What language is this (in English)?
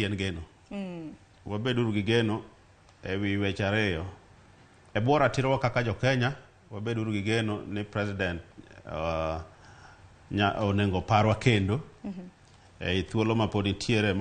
Luo (Kenya and Tanzania)